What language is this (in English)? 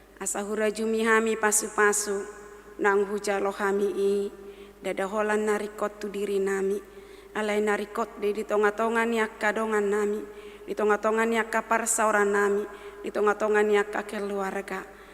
Batak Toba